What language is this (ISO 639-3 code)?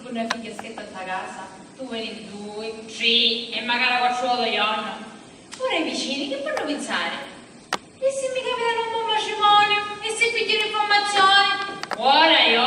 scn